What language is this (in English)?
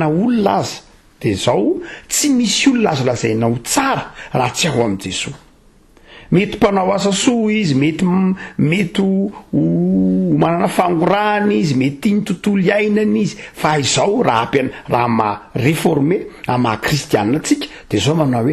Malagasy